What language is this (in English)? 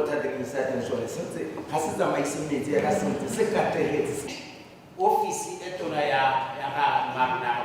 Tswana